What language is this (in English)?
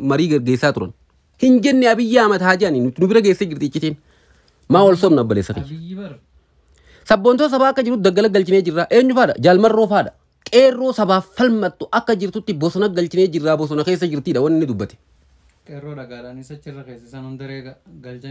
Oromo